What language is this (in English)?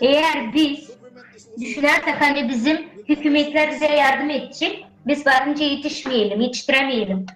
Gagauz